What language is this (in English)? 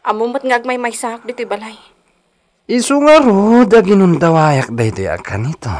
Iloko